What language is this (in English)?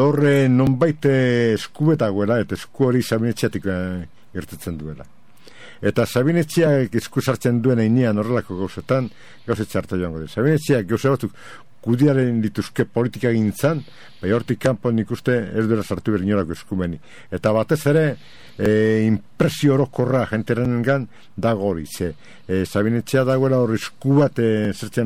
Basque